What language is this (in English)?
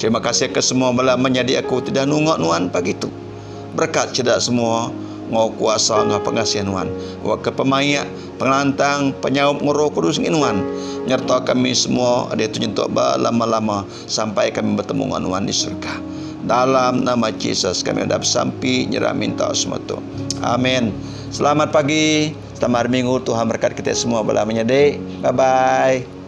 Iban